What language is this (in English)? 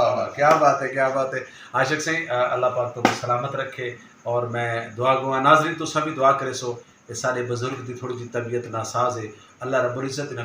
Saraiki